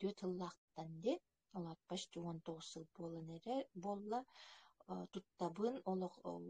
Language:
Yakut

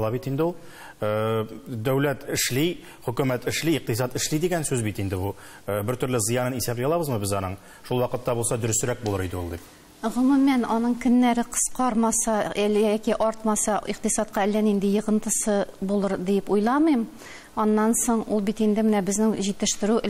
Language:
Tatar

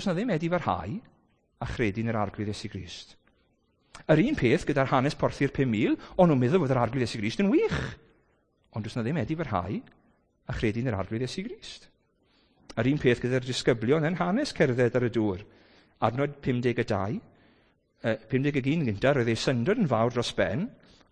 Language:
Welsh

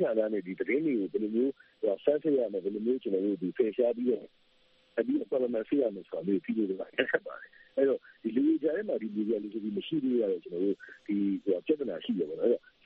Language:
Burmese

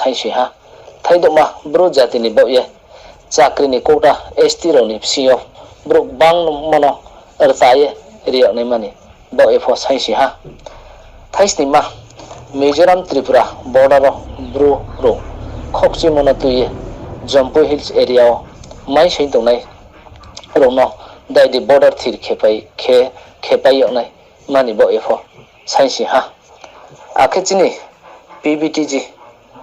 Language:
Riang (India)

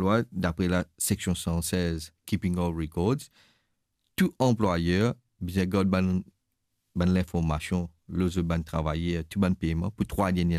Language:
Morisyen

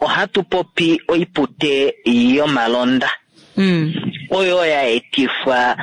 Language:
Kuanyama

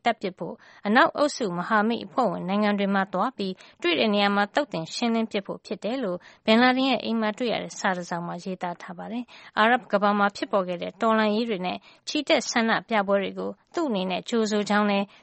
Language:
Burmese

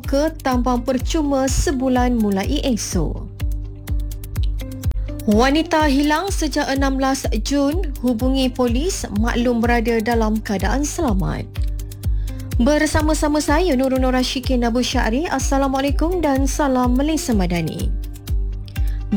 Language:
Malay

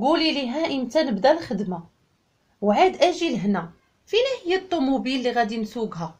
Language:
Moroccan Arabic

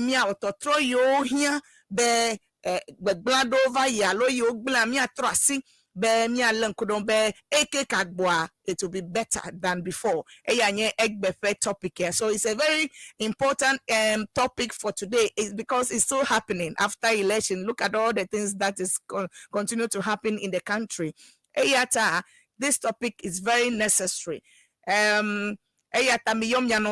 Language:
Ewe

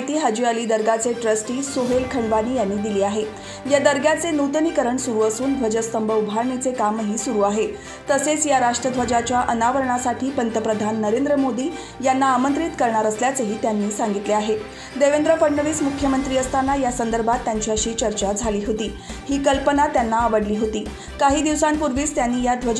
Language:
Marathi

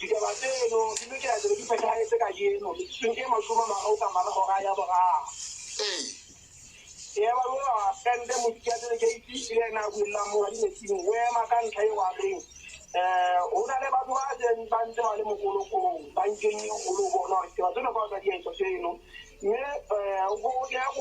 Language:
Southern Sotho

